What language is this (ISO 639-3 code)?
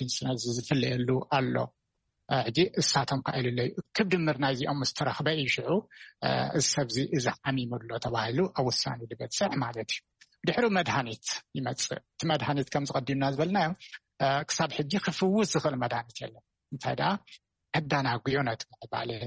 tir